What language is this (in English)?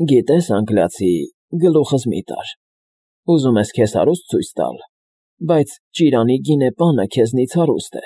Armenian